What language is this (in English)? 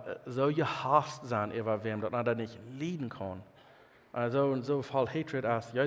Plautdietsch